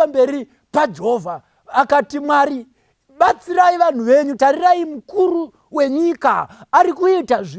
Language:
Shona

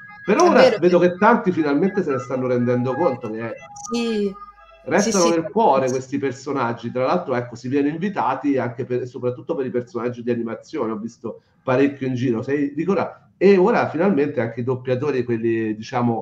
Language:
Italian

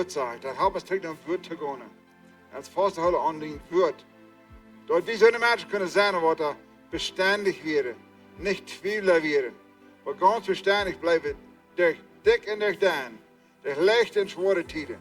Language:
Plautdietsch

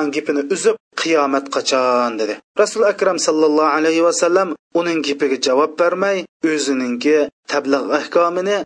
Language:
Uyghur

